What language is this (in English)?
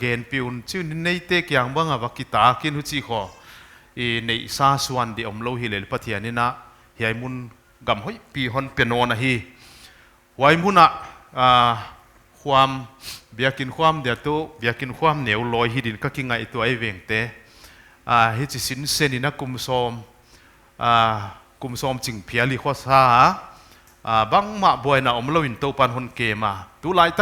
Paite Chin